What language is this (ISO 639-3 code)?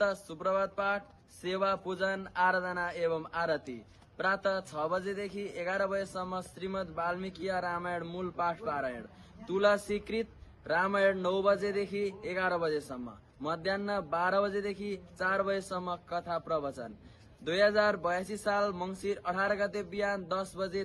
nep